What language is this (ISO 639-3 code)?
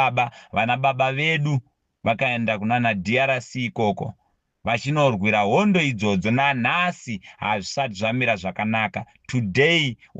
sna